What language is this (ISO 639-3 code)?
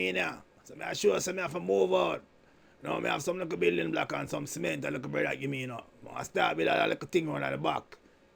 jam